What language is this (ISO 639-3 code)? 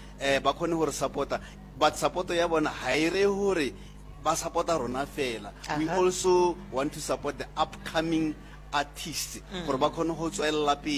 nso